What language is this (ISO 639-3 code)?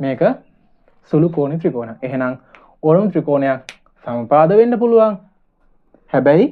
sin